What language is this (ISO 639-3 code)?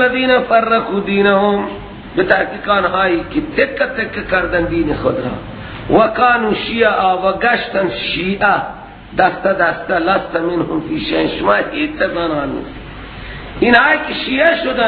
fas